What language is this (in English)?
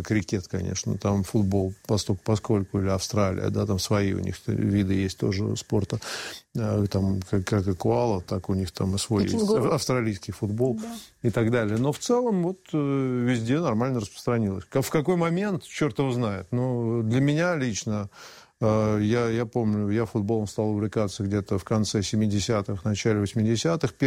Russian